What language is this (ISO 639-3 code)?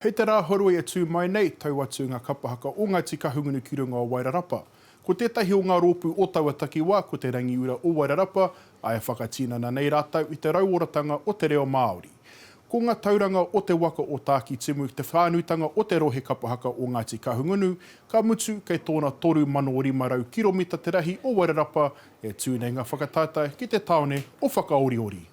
mri